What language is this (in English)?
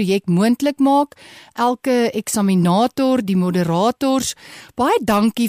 Afrikaans